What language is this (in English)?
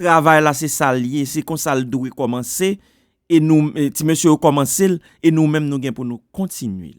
Haitian Creole